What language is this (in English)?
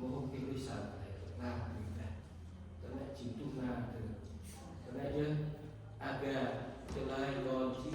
Central Mnong